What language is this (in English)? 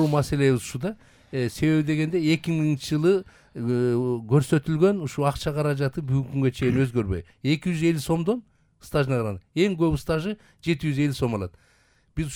Kyrgyz